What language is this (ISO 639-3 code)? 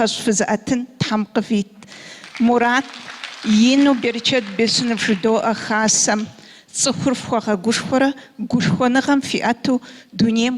kbd